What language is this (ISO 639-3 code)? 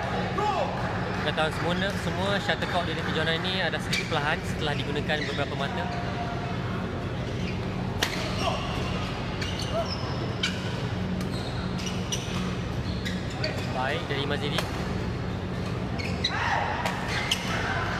msa